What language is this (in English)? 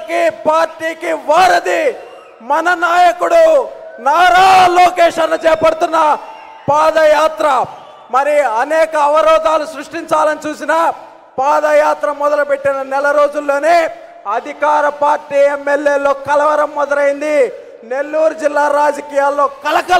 Telugu